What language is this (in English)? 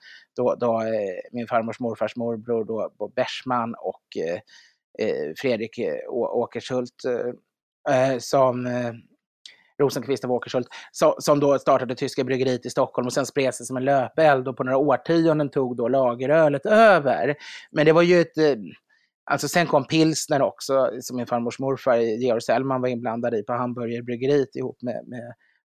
Swedish